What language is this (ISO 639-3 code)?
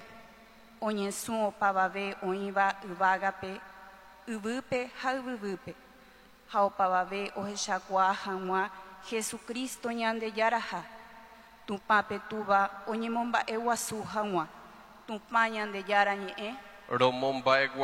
grn